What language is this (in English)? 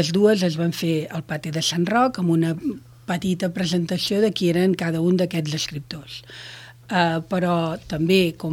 Catalan